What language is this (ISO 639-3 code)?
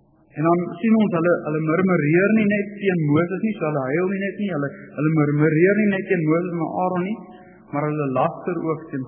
afr